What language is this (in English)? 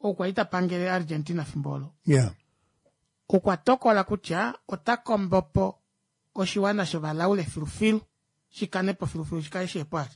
Kuanyama